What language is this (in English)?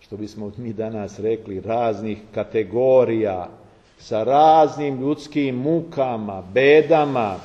Serbian